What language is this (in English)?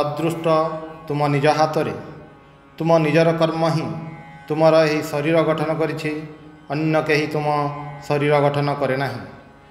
Odia